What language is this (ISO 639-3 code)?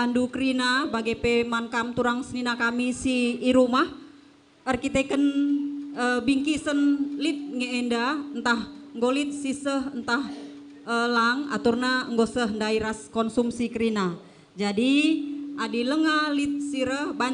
btx